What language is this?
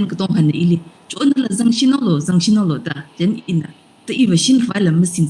Tangkhul Naga (India)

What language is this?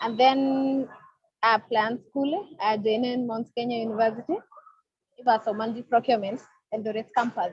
Kalenjin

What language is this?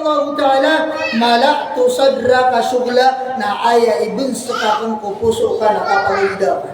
Maranao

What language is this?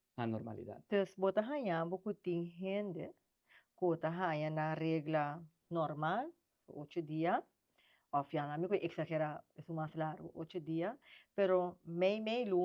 Papiamento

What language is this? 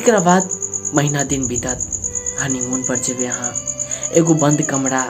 Maithili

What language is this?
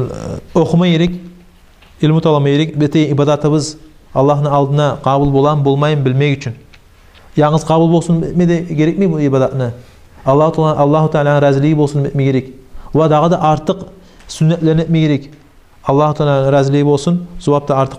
Kumyk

